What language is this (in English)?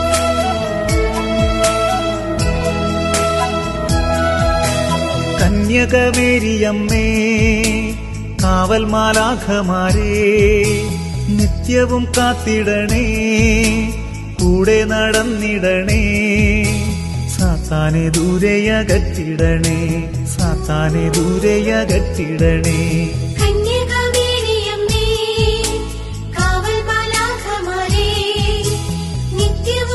Malayalam